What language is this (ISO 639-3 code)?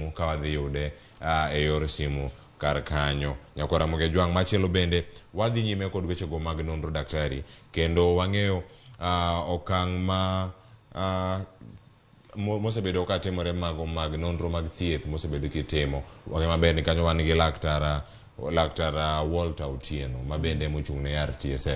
luo